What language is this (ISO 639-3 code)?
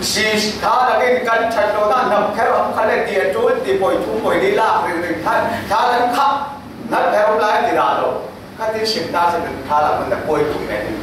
cfm